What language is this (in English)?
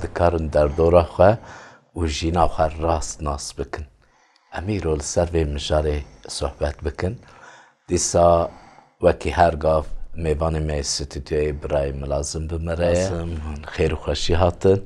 Kurdish